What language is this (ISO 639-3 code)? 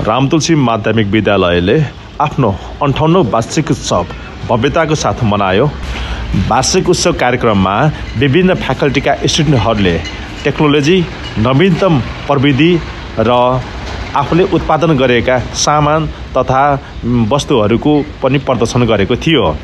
nep